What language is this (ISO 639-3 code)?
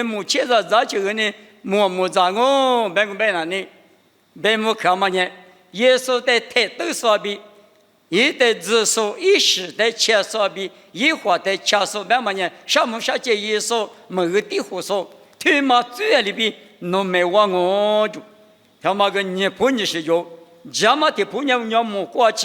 lis